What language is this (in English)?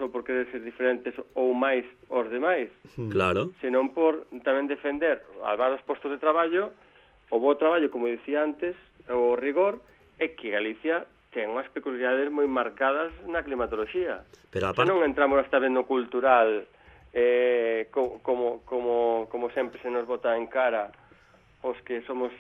Galician